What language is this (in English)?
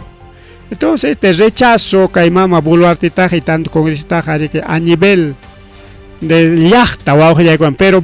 Ayacucho Quechua